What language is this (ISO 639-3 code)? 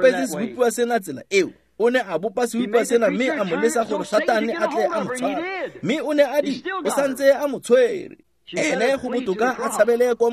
tsn